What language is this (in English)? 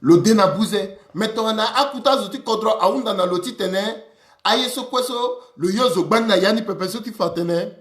Sango